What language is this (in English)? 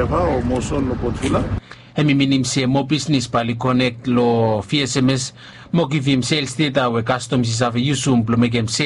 Bislama